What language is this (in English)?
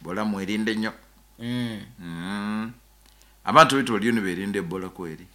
Nyoro